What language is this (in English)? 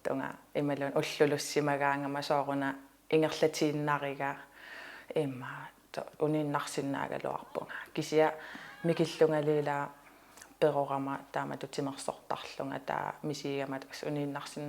Kalaallisut